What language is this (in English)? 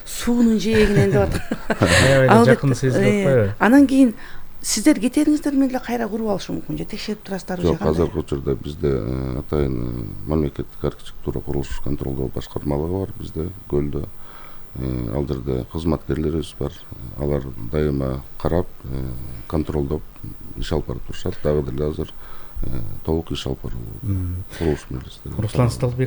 Kyrgyz